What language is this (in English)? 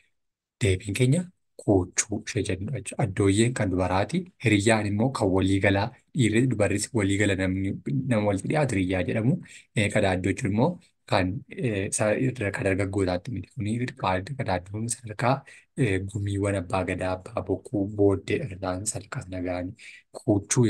Oromo